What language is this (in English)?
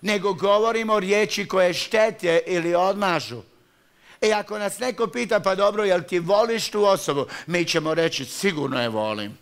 Croatian